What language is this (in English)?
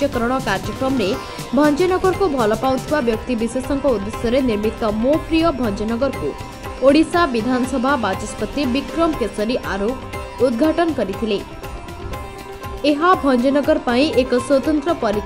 Odia